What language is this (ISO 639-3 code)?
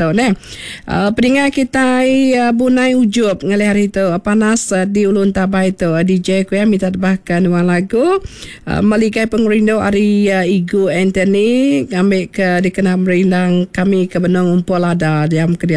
iba